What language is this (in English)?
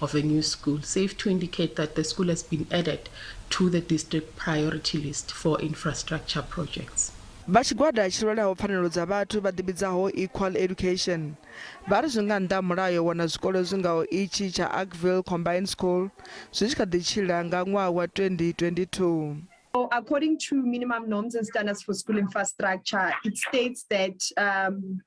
Venda